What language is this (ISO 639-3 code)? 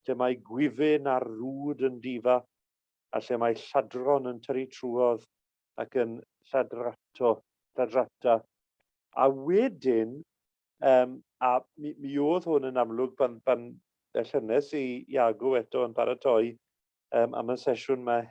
cym